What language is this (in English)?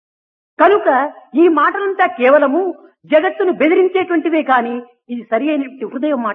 Telugu